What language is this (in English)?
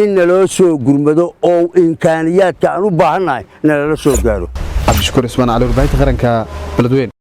Somali